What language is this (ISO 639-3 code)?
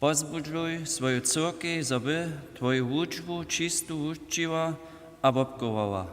hsb